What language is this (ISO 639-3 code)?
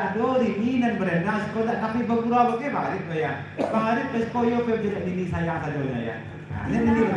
min